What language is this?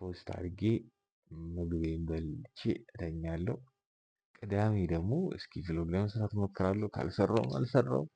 Amharic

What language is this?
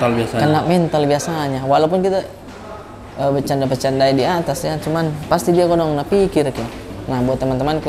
Makassar Malay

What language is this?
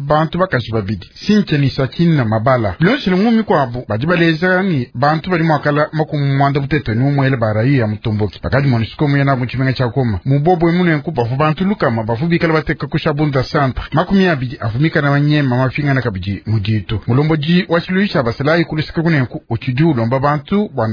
Luba-Lulua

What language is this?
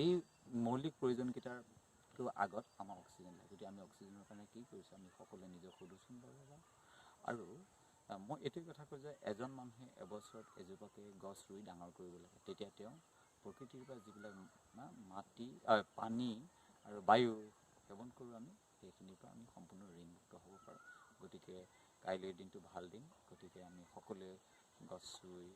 Assamese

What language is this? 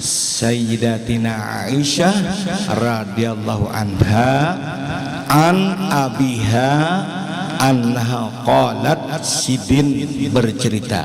Banjar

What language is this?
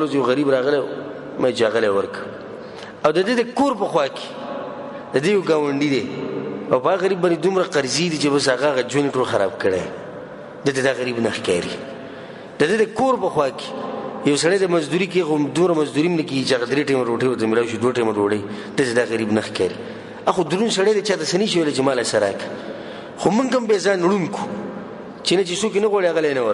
Pashto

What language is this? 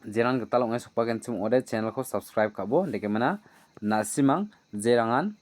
Garo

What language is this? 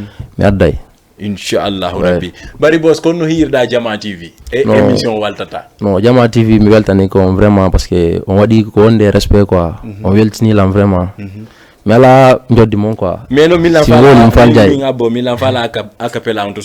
Fula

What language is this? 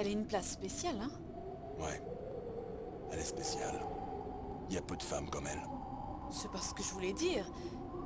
French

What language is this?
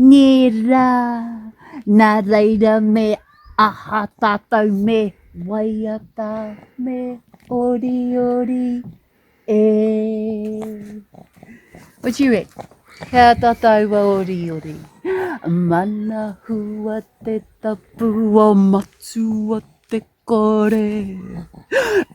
Māori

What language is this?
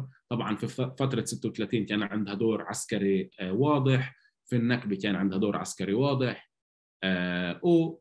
North Levantine Arabic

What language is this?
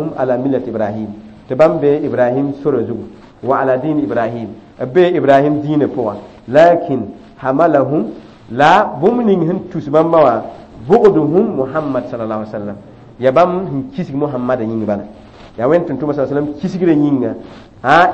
Mossi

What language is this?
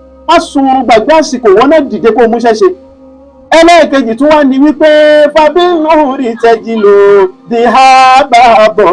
Yoruba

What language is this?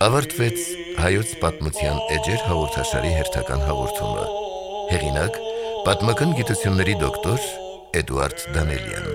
Armenian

